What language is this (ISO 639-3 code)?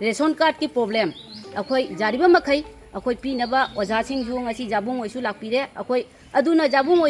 mni